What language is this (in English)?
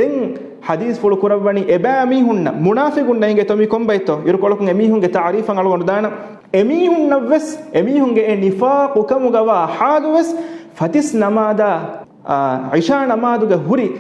Divehi